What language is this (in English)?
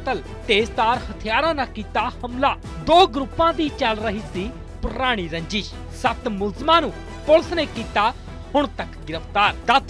Punjabi